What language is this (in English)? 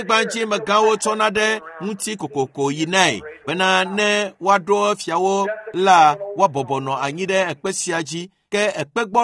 Ewe